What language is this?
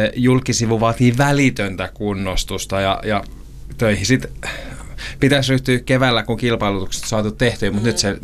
Finnish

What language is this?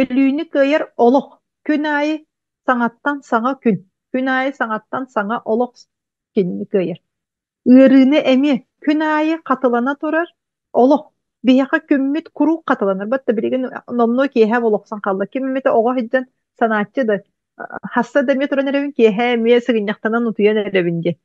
Yakut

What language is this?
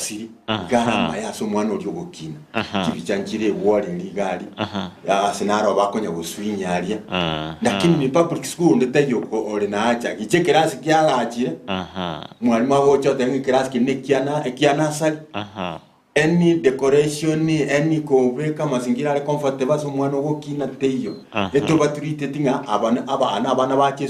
Gusii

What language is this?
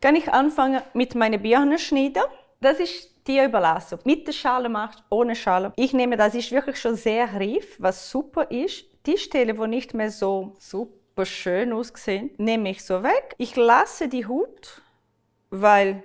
Swiss German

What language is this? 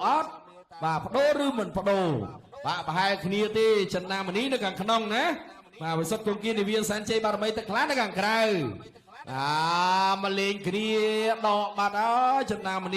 Khmer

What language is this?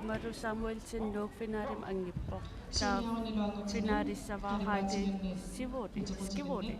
Kalaallisut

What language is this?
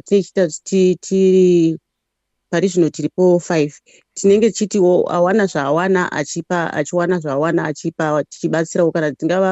Shona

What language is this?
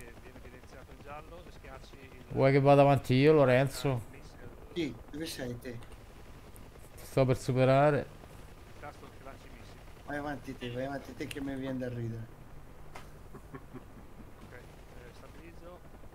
Italian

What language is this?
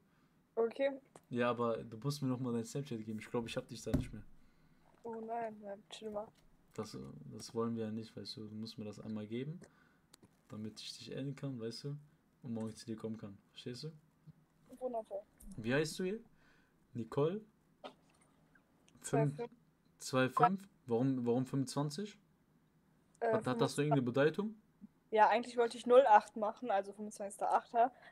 German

